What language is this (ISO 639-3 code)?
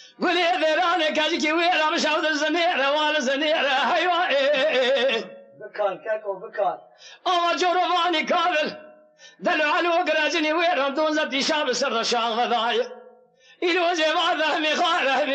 kur